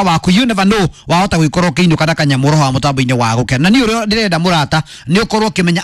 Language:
Kikuyu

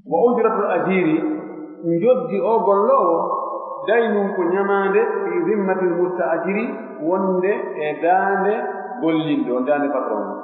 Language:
Pular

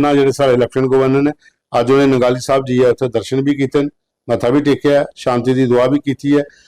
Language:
Dogri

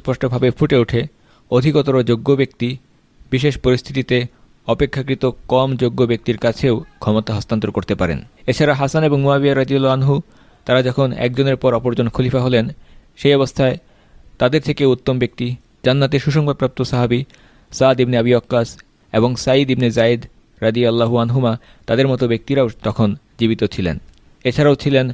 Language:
Bangla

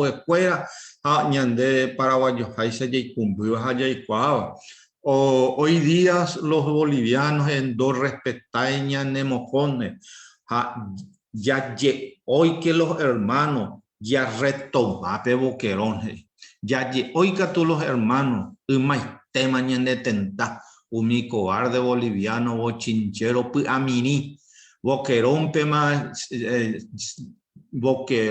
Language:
Guarani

